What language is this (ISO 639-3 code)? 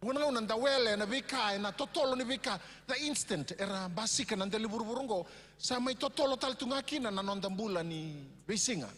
fij